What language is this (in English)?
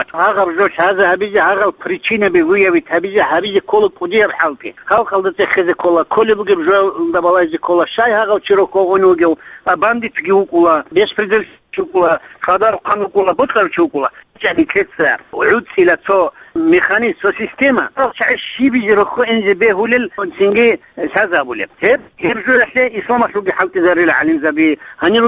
Avaric